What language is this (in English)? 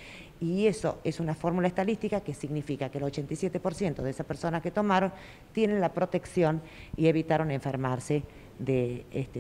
Spanish